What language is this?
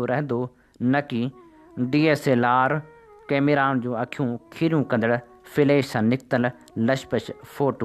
Sindhi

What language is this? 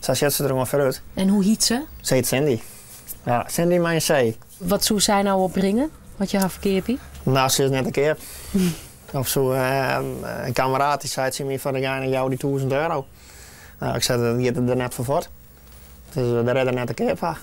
Western Frisian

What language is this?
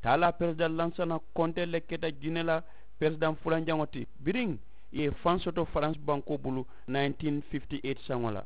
Mandingo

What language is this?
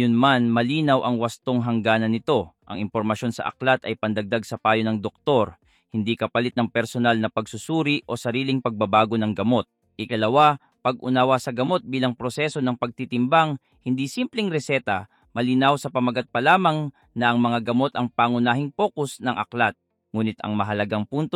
Filipino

